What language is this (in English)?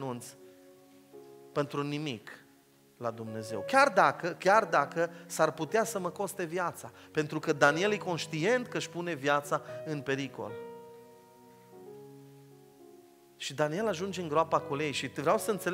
Romanian